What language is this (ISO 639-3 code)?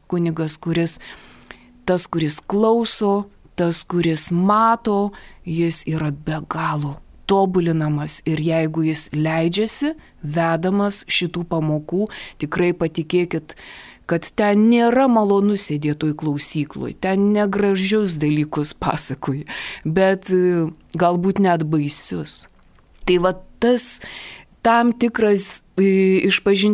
lit